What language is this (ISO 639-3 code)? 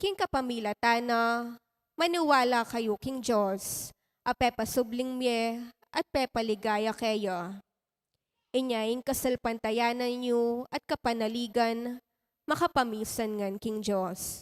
pam